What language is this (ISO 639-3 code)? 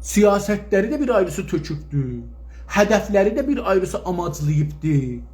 azb